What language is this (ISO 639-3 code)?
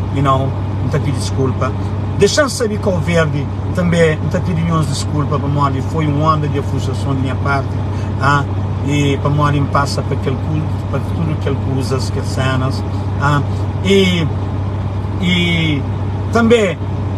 kea